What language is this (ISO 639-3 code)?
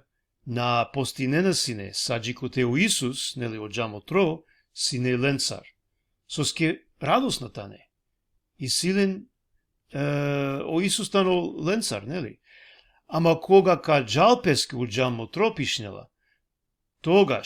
rmn